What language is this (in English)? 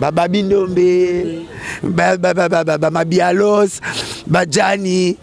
Lingala